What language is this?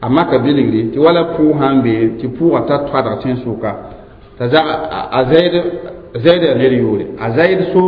Mossi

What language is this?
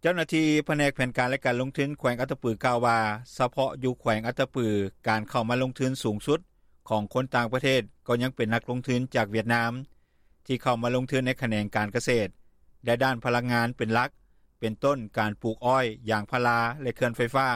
Lao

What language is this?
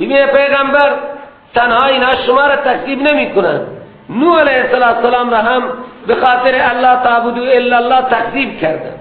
Persian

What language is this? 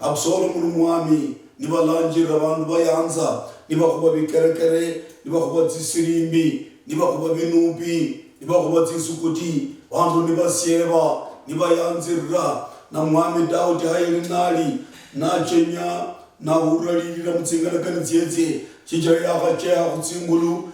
Luyia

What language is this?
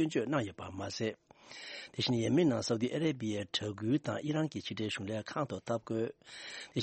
Tibetan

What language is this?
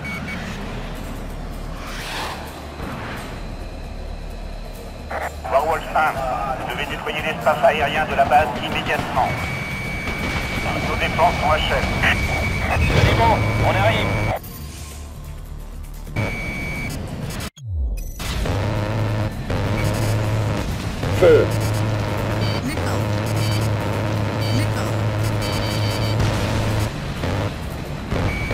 French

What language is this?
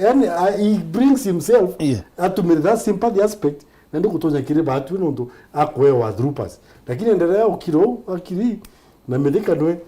Meru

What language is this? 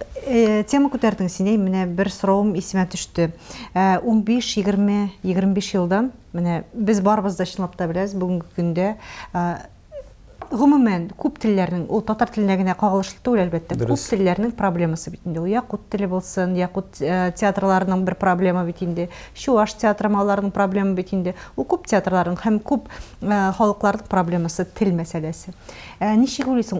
Tatar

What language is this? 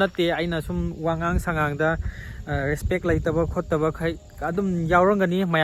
Manipuri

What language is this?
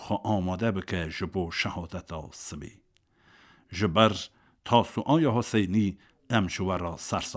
Kurdish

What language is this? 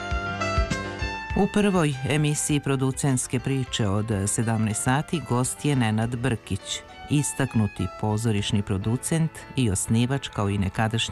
Serbian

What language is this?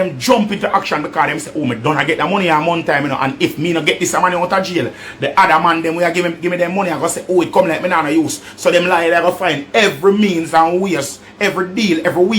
Jamaican Creole English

